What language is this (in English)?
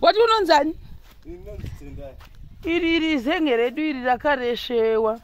Shona